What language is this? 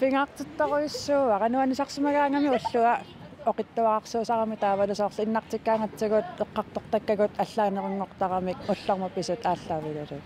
Kalaallisut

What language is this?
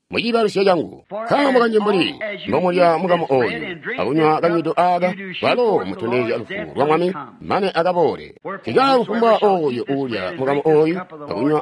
Tonga (Zambia)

